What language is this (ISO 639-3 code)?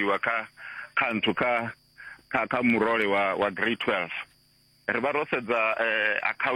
ven